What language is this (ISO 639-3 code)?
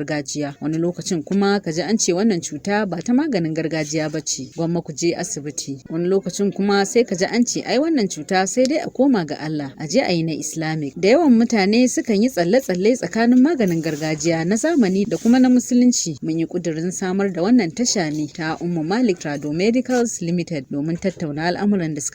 hau